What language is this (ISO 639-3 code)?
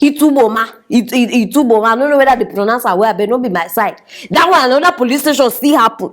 pcm